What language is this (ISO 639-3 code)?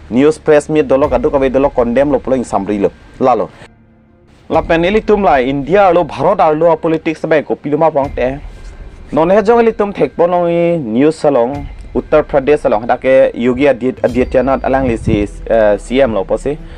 mjw